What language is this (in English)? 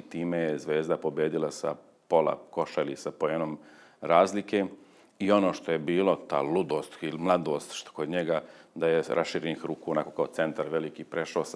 Serbian